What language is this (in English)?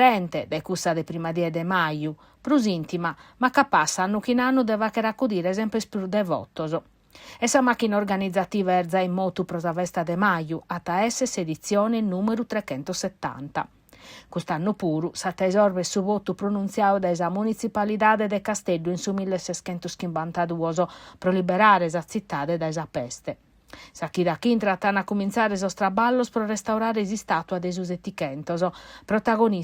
Sardinian